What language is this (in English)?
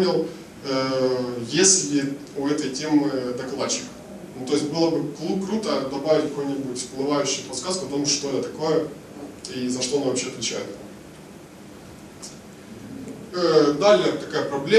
Russian